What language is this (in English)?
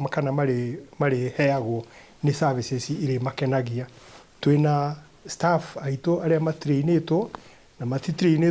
Kikuyu